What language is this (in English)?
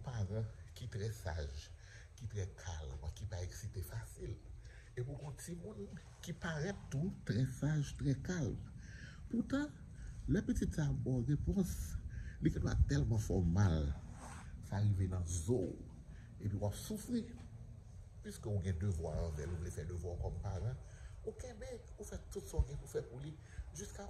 Haitian Creole